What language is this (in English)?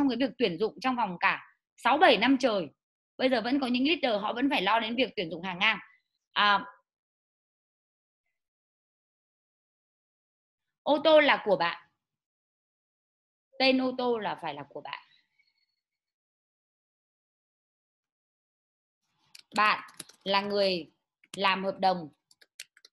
Vietnamese